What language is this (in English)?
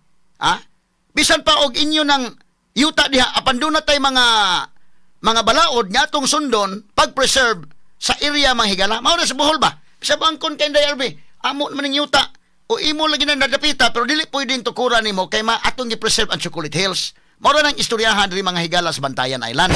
Cebuano